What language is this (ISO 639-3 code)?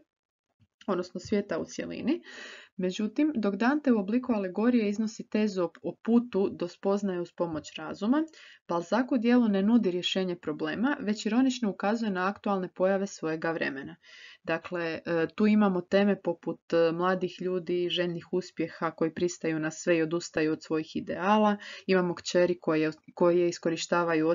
hrv